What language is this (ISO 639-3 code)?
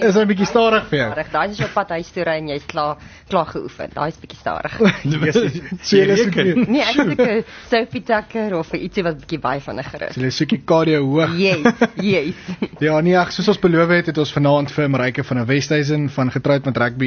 afr